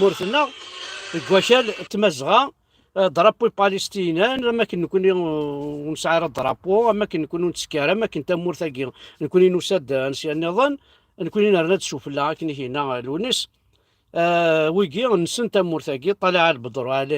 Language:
Kabyle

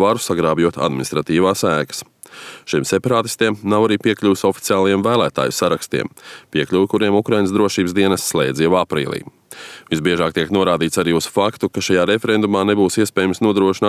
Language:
Latvian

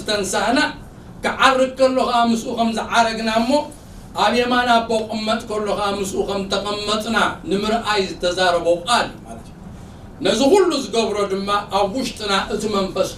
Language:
Tigrinya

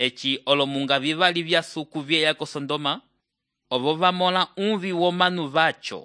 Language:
Umbundu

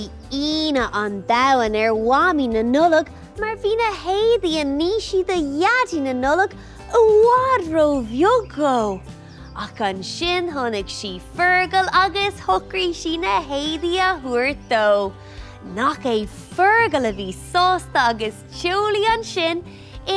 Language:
Irish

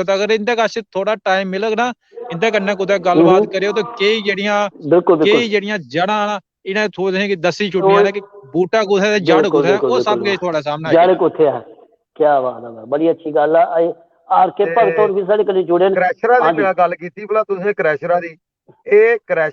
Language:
Dogri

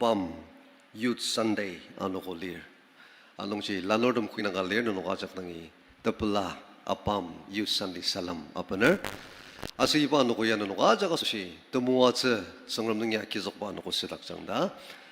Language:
Ao Naga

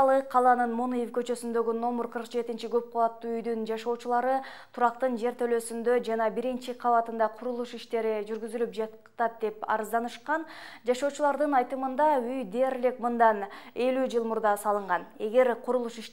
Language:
Kyrgyz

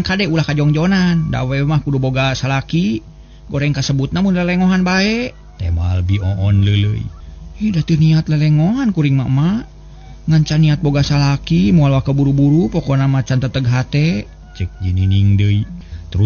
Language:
Sundanese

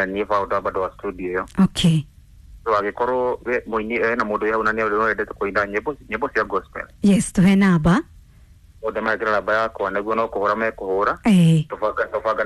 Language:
Kikuyu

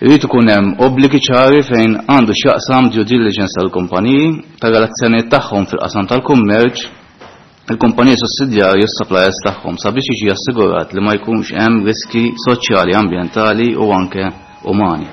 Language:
Maltese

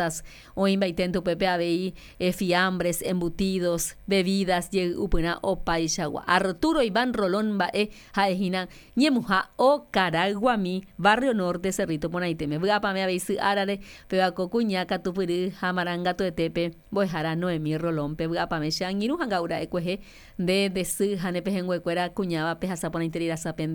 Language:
Guarani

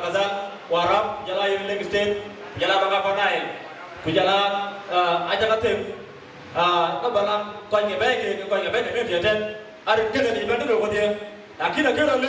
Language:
Dinka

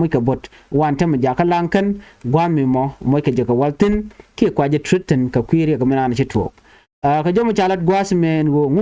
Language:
Nuer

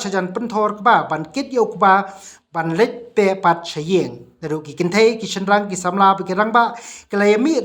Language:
Khasi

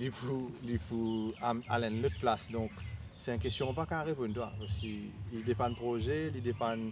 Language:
Morisyen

